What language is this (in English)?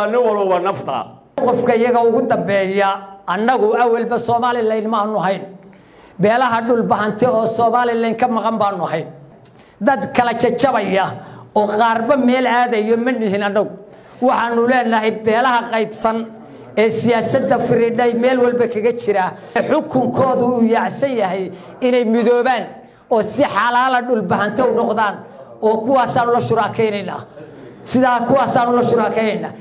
Somali